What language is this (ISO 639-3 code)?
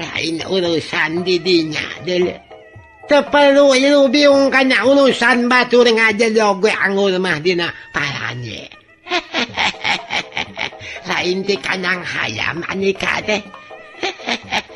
sun